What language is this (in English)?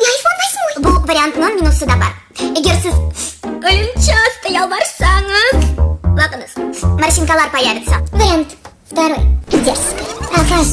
Crimean Tatar